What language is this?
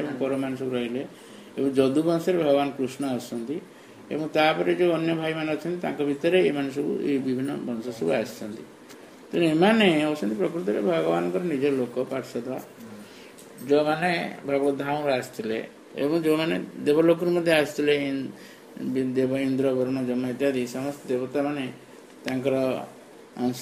Odia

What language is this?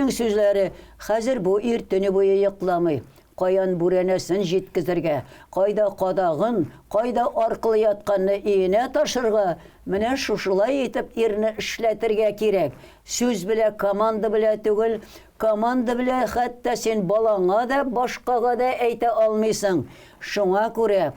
Tatar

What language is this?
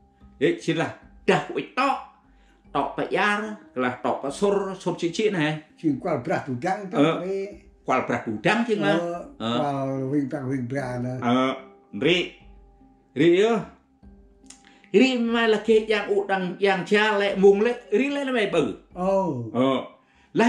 Central Mnong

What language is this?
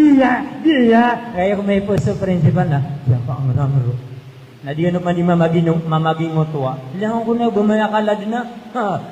Maranao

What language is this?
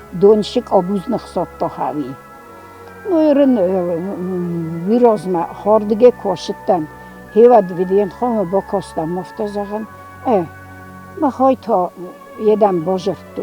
Ossetic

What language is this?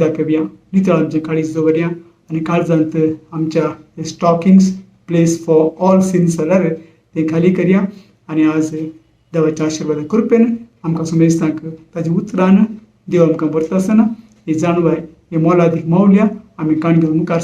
Konkani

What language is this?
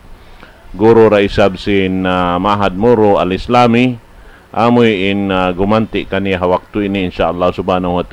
Tausug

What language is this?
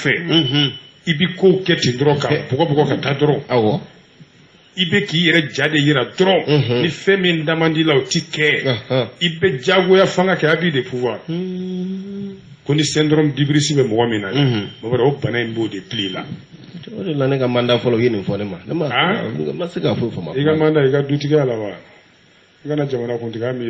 Bambara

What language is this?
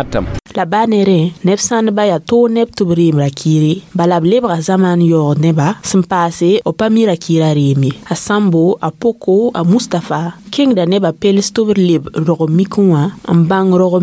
Mossi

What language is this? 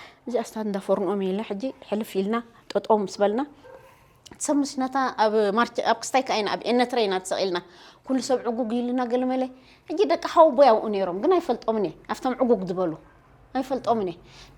Tigrinya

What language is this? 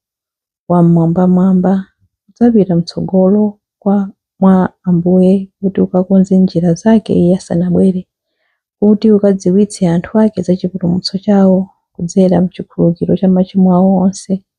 Nyanja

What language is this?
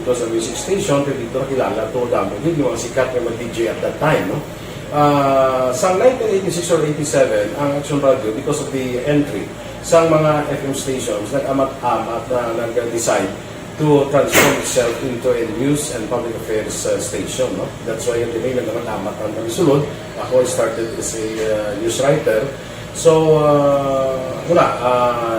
Hiligaynon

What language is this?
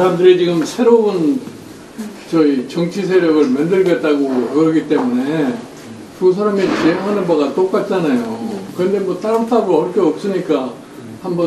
Korean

